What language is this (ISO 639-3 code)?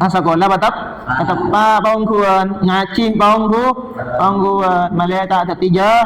mad